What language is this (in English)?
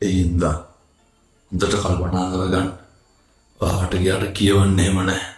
Sinhala